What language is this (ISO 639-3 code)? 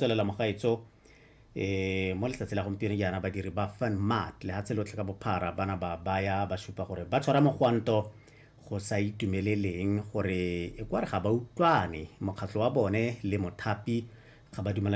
tsn